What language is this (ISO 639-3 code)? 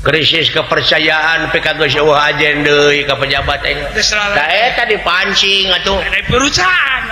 sun